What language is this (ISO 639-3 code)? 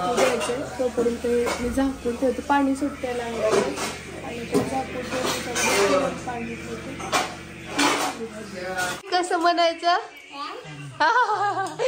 mar